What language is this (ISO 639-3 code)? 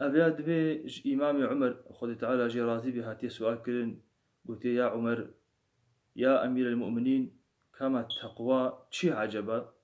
kur